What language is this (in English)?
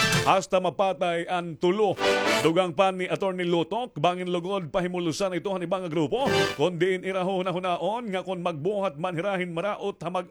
Waray